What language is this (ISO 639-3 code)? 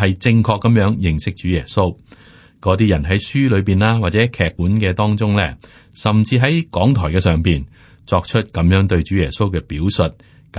yue